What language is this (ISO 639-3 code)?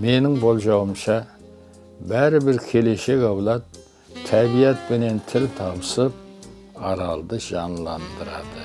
kaa